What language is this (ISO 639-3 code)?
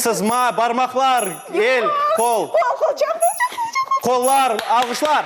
crh